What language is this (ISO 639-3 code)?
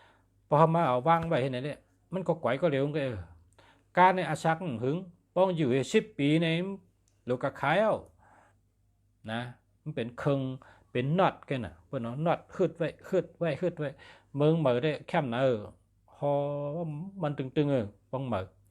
shn